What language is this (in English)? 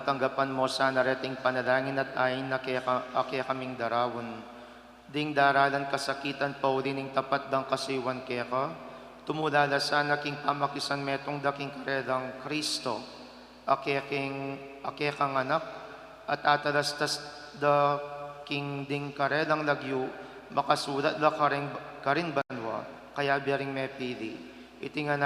Pampanga